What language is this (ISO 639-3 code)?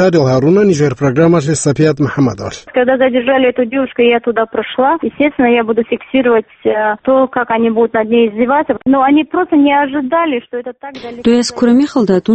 ava